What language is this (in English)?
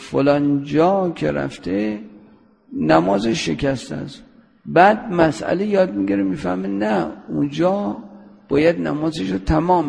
Persian